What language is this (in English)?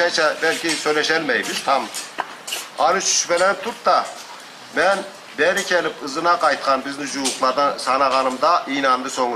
Karachay-Balkar